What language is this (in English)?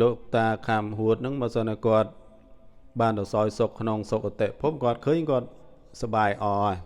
Khmer